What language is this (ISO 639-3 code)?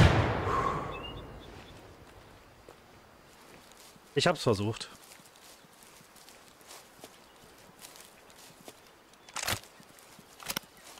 deu